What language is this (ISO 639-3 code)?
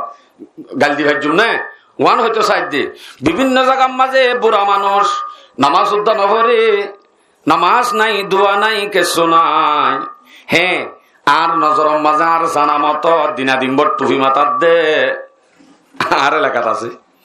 rhg